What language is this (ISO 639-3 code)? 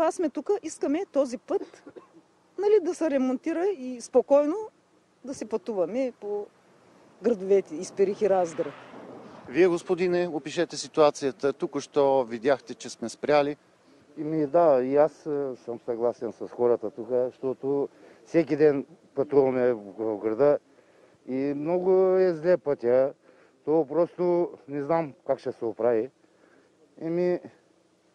bul